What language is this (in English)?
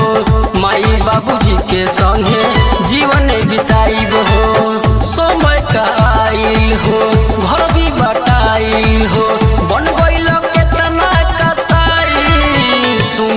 Bhojpuri